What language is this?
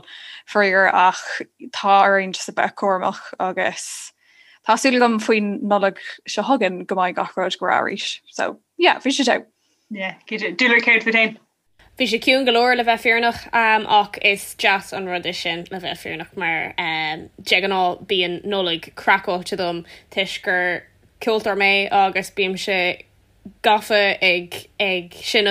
Irish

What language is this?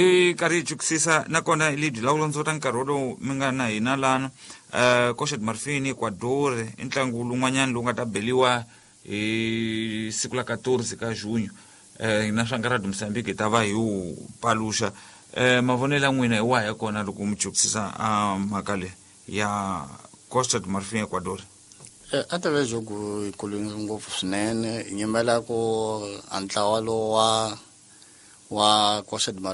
Tsonga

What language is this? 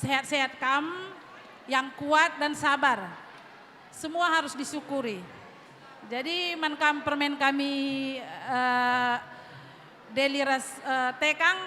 Batak Karo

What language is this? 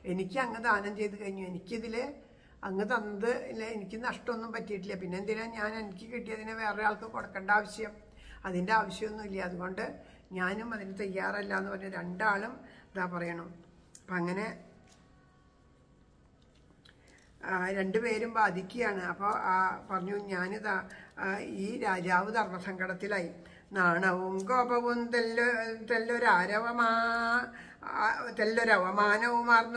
Malayalam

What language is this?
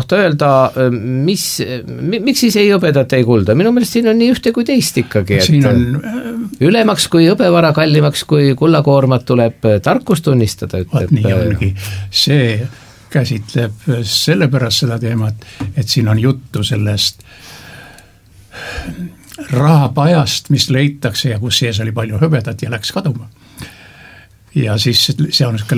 Estonian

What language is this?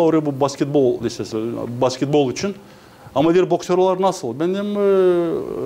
Gagauz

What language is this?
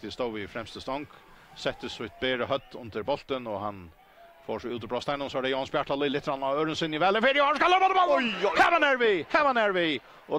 Faroese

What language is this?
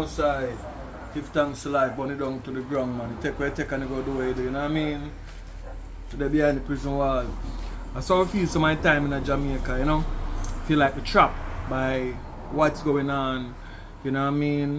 Jamaican Creole English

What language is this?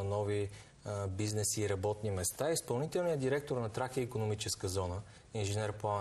Bulgarian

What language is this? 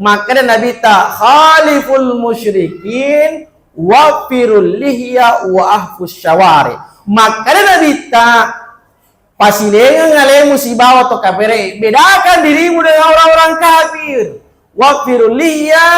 Buginese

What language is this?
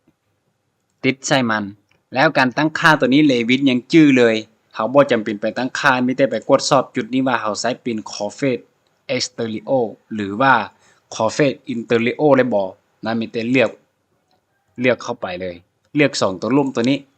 Lao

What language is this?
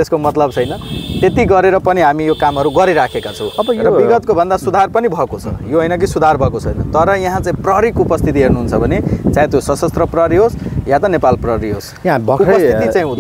Nepali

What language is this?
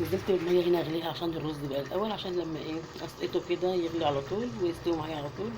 Egyptian Arabic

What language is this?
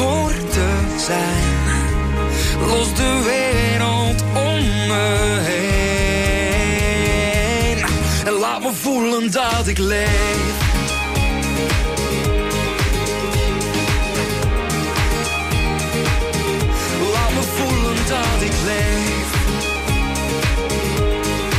Dutch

